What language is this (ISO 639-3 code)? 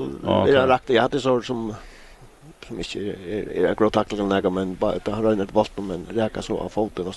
fao